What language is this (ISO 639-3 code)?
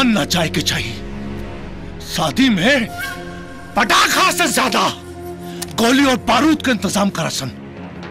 bho